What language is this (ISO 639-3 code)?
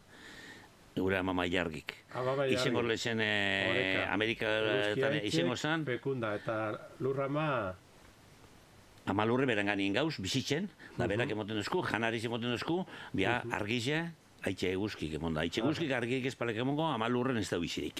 eus